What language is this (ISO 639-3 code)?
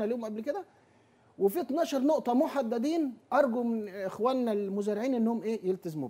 arz